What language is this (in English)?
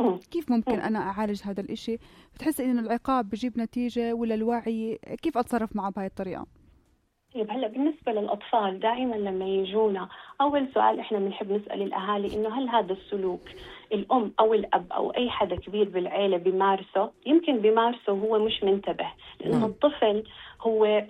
North Levantine Arabic